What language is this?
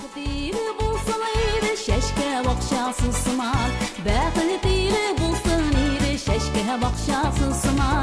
Tatar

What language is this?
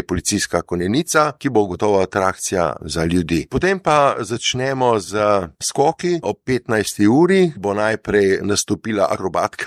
Slovenian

